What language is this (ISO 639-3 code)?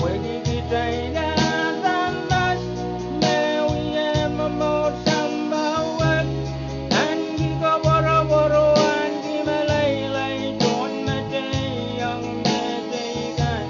pon